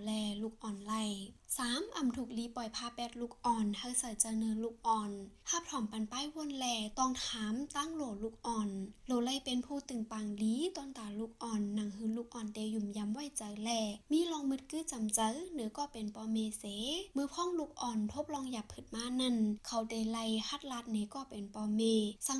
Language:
Shan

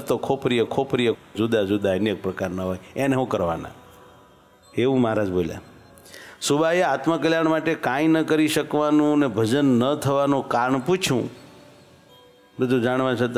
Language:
Gujarati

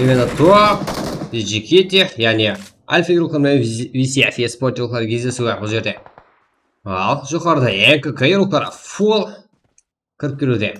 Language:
Kara-Kalpak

